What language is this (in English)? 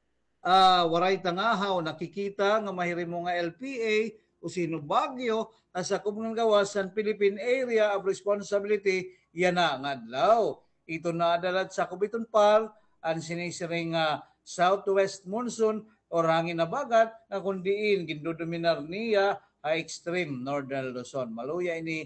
Waray